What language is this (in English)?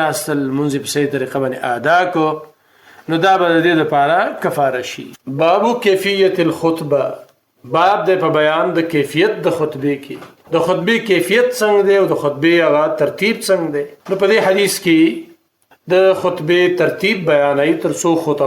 Pashto